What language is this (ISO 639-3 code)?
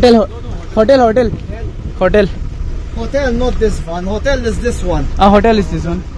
kok